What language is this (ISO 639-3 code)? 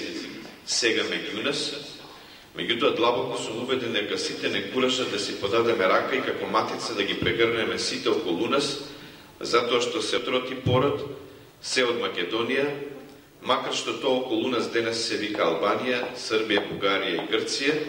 mkd